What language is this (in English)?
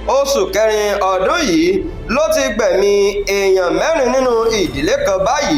Yoruba